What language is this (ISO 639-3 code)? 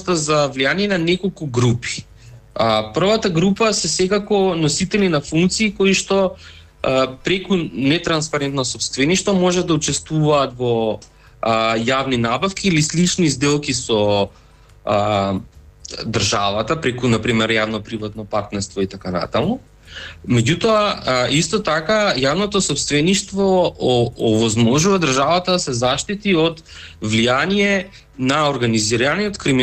mkd